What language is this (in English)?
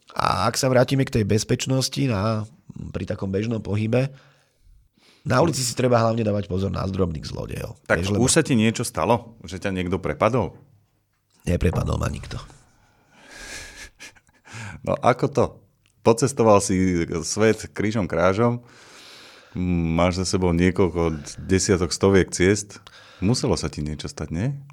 Slovak